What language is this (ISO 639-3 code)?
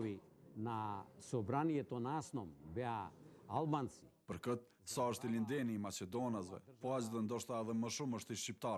sqi